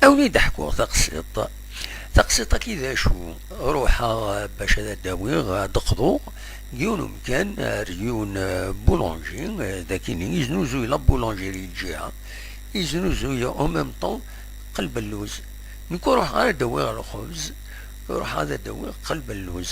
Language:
Kabyle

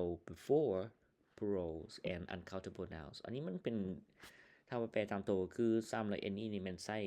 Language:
Lao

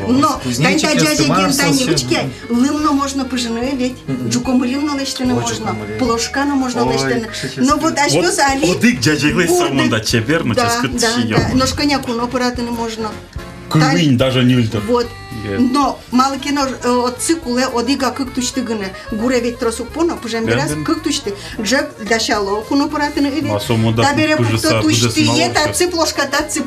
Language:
Udmurt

